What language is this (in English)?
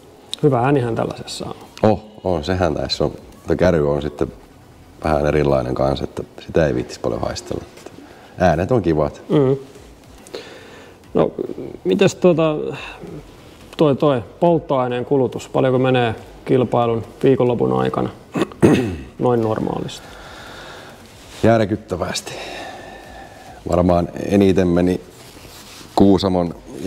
Finnish